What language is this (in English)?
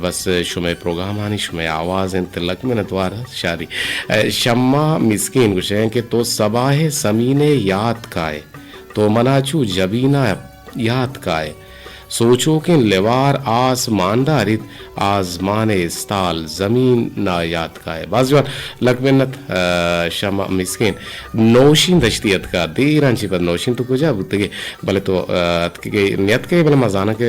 Eastern Balochi